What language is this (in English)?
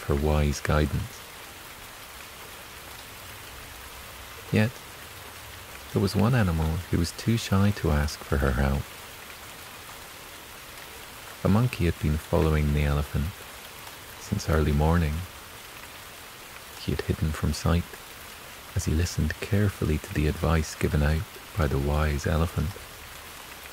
English